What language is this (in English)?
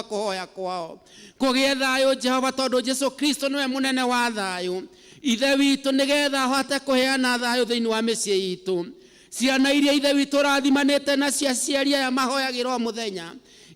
Kikuyu